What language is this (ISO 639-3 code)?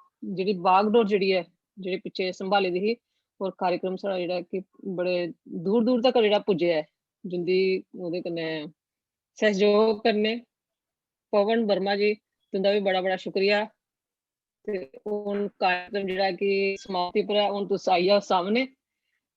doi